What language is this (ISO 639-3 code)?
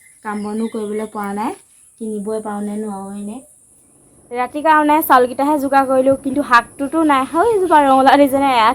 asm